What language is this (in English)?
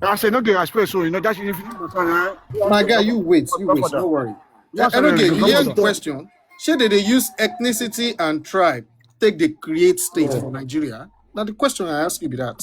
Nigerian Pidgin